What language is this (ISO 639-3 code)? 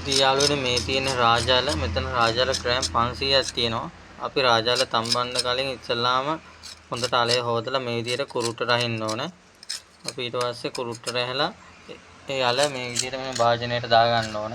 sin